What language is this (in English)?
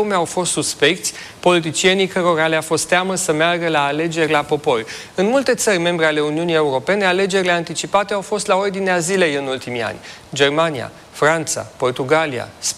Romanian